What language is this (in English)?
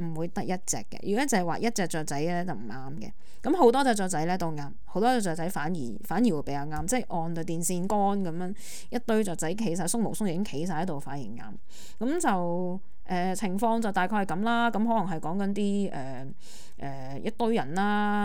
Cantonese